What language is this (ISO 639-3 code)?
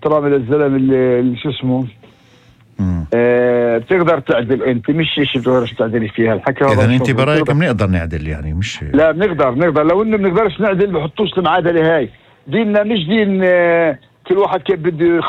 apc